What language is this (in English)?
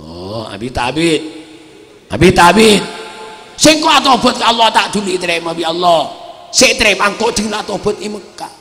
Madurese